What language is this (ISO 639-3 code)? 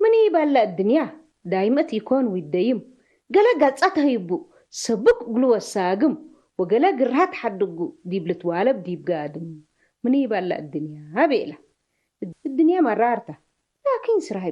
tig